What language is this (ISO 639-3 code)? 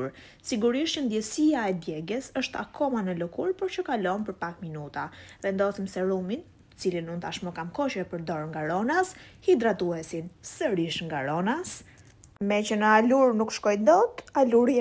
sqi